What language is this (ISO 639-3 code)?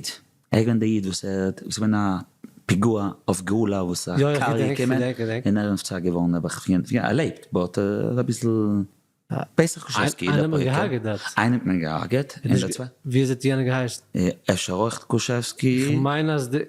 yid